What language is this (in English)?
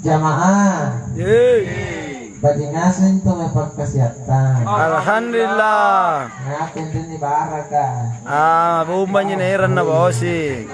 Makasar